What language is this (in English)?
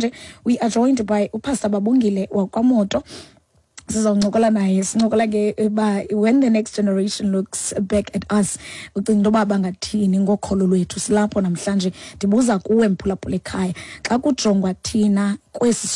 Xhosa